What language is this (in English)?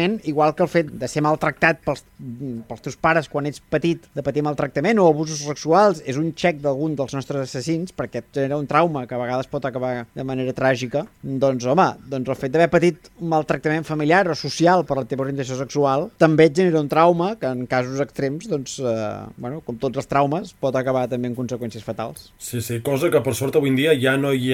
Catalan